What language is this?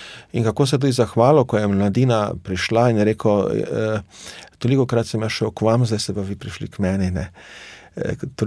Slovenian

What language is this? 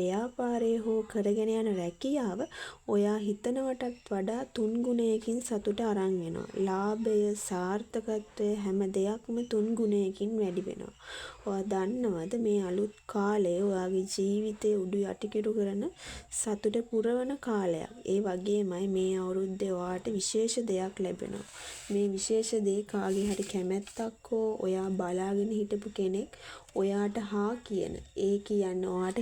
Sinhala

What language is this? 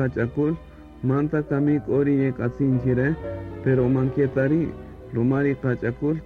Kaqchikel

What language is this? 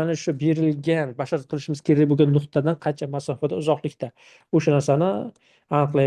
Uzbek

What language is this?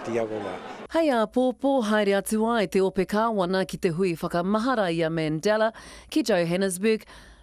Māori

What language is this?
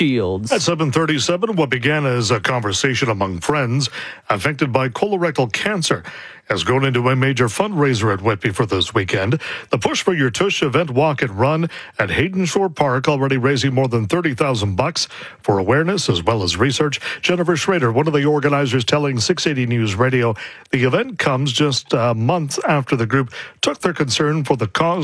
English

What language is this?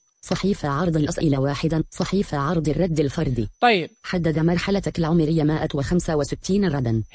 Najdi Arabic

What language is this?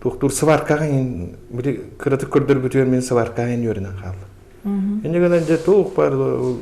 Yakut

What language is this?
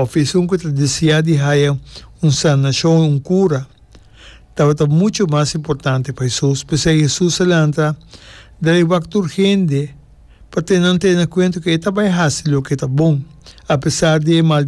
Papiamento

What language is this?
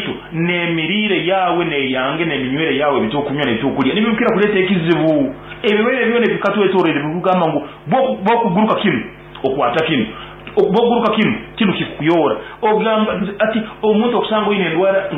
Nyankole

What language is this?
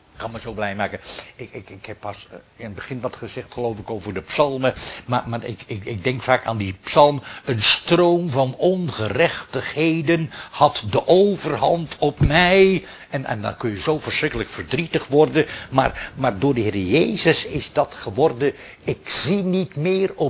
Dutch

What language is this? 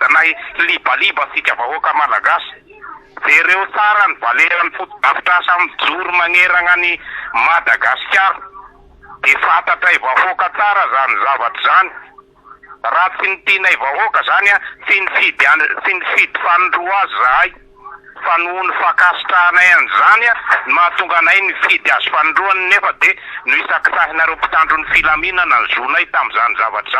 Malagasy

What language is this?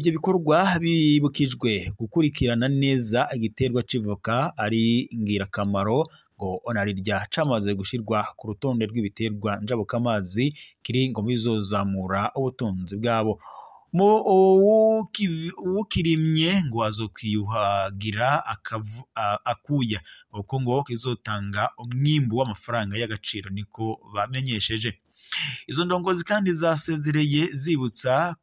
Rundi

